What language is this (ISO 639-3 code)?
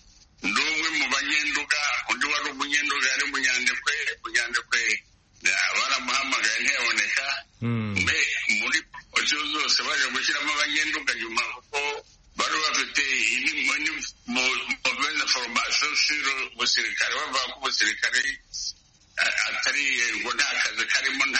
kin